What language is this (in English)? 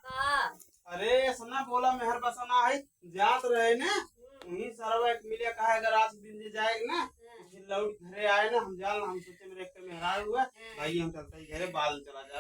Awadhi